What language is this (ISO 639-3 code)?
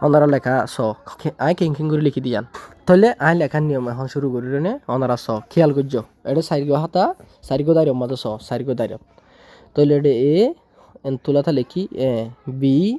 rhg